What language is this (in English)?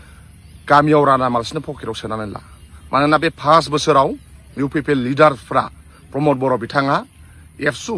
Bodo